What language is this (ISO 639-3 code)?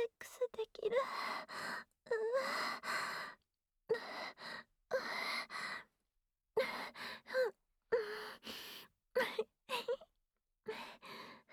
jpn